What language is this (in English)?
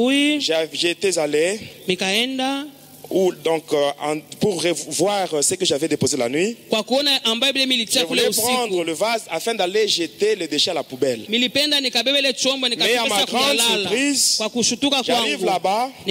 Swahili